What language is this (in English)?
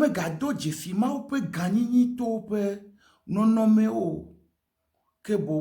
Ewe